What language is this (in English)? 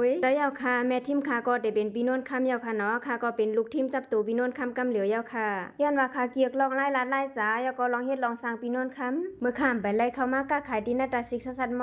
Shan